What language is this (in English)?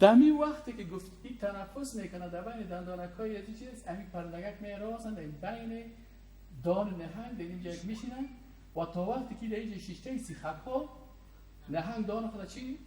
Persian